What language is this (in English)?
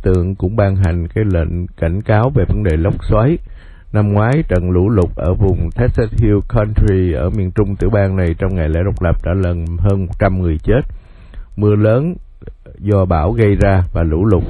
Vietnamese